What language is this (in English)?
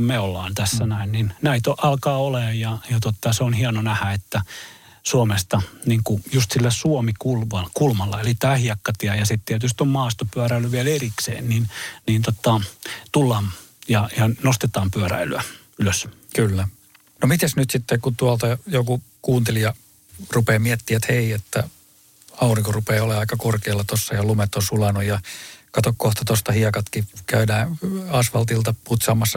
Finnish